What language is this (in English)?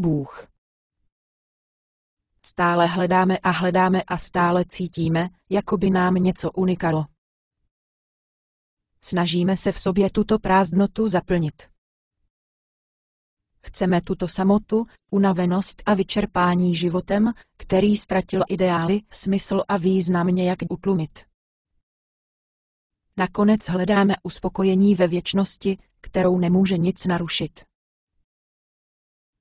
Czech